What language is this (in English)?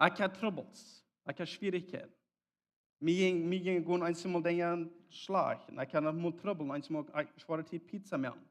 Plautdietsch